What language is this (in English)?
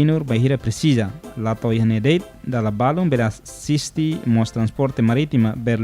Tetum